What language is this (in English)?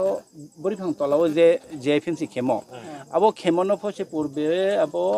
Riang (India)